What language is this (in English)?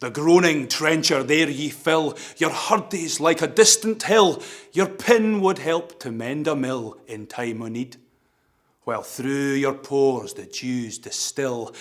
Scots